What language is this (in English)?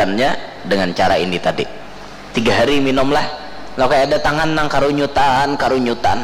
Banjar